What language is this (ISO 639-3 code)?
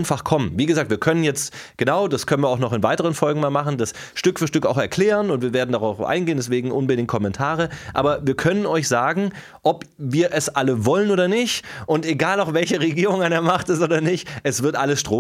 deu